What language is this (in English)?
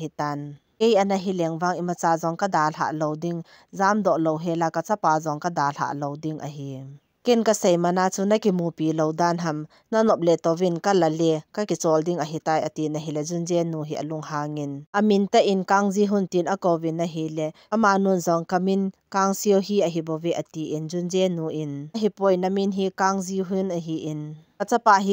Thado Chin